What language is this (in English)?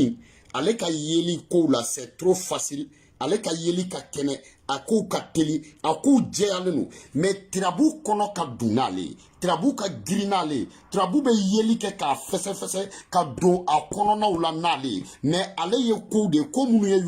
Bambara